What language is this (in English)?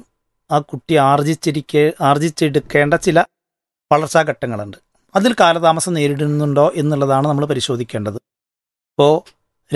Malayalam